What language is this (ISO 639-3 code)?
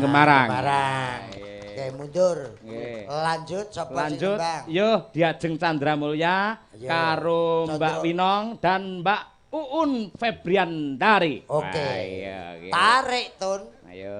jav